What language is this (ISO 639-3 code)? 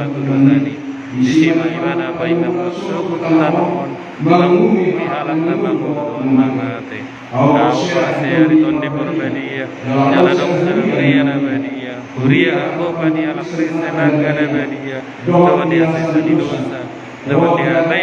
bbc